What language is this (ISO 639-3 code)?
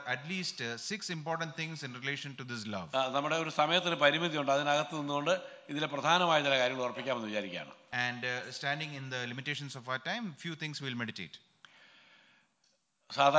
mal